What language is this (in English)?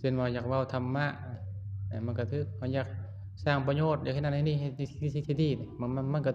Lao